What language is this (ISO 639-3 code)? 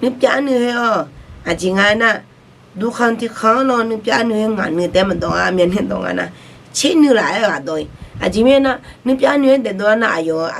ahk